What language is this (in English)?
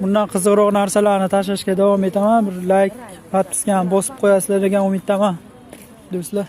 Uzbek